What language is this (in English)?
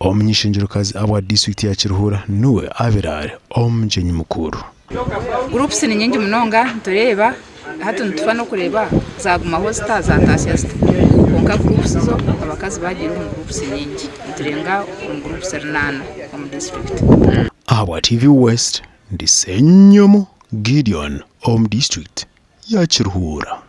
Nyankole